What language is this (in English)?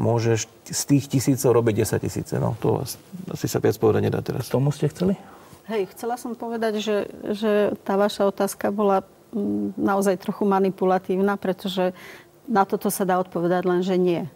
Slovak